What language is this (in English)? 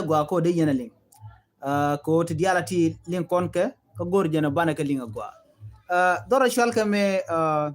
Nuer